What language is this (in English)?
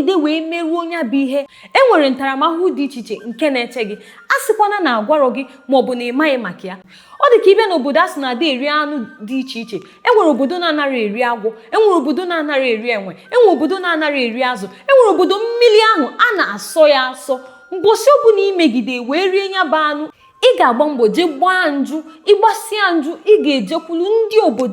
Igbo